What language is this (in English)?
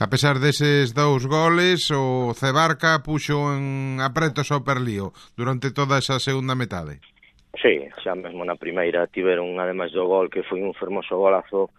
Galician